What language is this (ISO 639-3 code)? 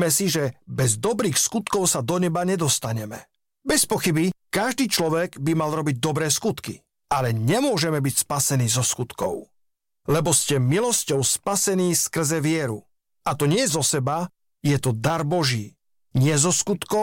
slk